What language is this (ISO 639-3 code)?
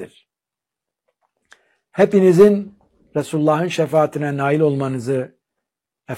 tur